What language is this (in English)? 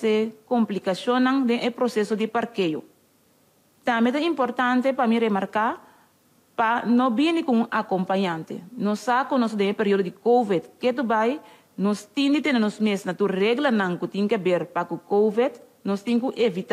Papiamento